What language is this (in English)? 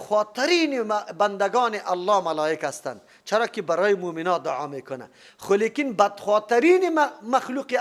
Persian